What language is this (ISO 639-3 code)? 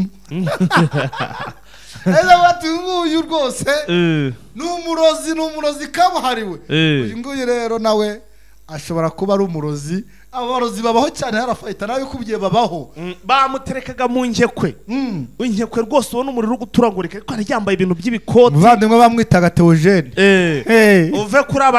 kin